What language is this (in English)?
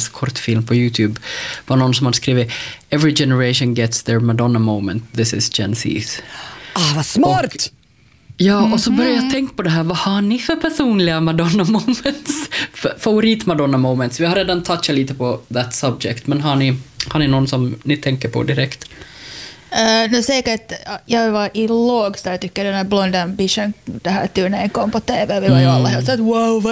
Swedish